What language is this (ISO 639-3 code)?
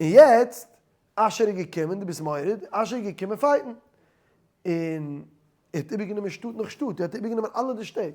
yid